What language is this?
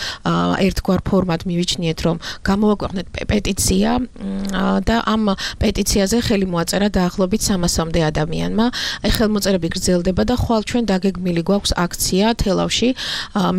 Georgian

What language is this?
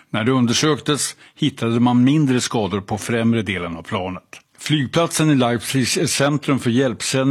Swedish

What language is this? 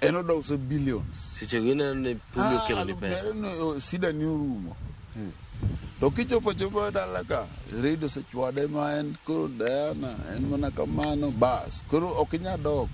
Luo (Kenya and Tanzania)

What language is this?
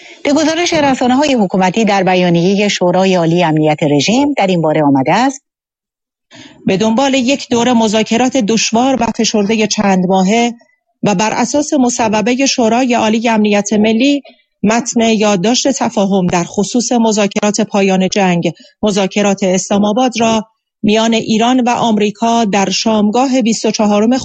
Persian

